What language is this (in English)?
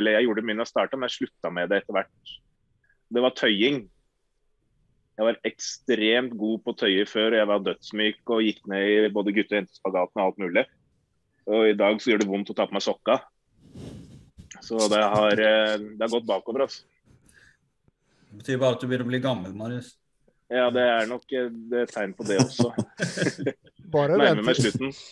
Norwegian